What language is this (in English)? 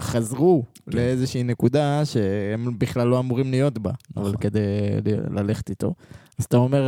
Hebrew